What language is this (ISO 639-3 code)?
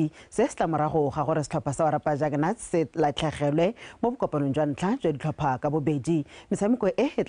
tsn